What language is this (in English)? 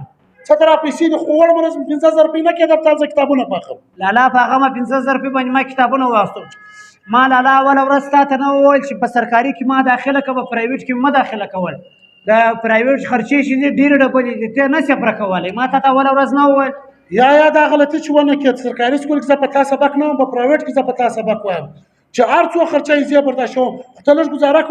Pashto